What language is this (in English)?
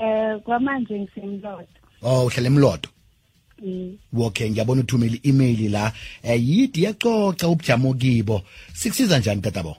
South Ndebele